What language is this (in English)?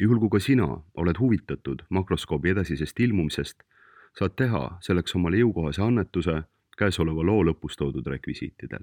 Estonian